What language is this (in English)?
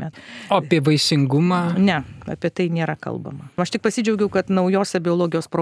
Lithuanian